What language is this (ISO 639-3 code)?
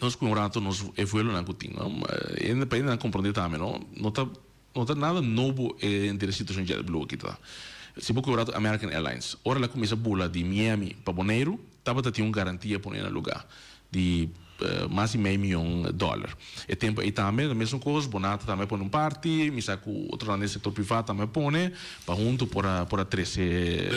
pap